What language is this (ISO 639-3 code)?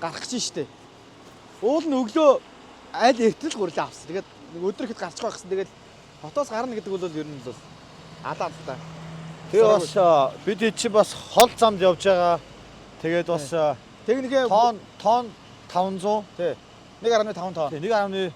mon